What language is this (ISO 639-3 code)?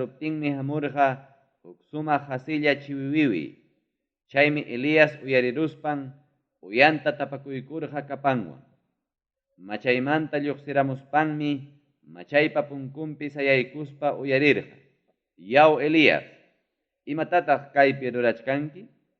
quy